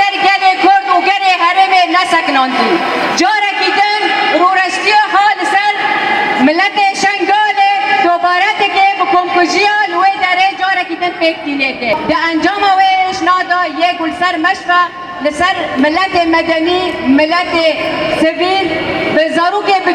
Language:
Kurdish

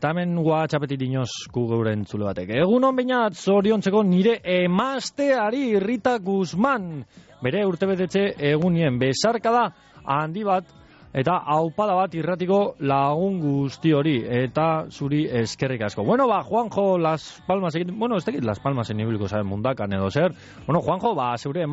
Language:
Basque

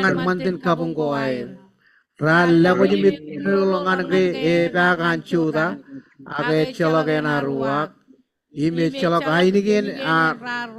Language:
Marshallese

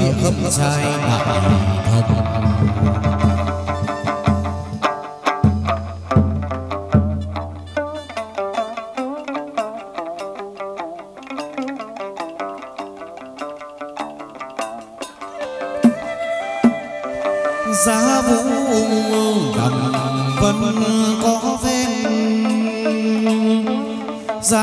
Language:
Vietnamese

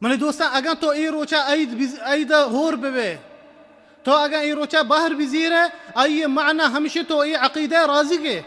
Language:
Baluchi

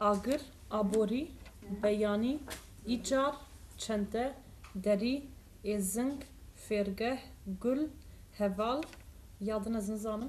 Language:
Kurdish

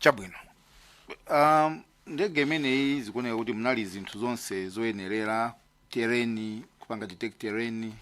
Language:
Nyanja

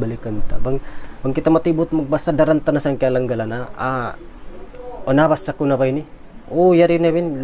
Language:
Tausug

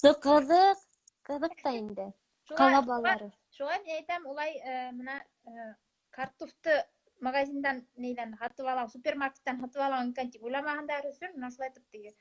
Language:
Bashkir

